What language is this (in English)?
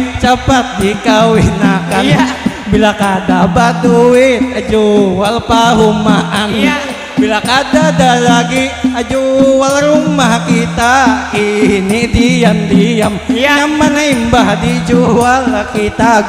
Banjar